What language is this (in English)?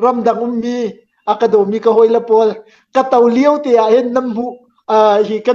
Hakha Chin